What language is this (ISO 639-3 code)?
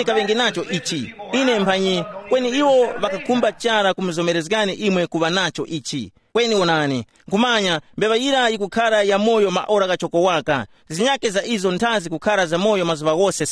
tum